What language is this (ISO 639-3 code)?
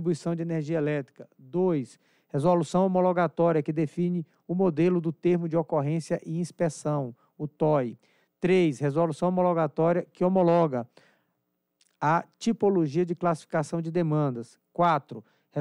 por